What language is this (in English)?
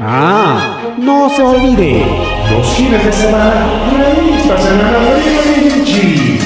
Ayacucho Quechua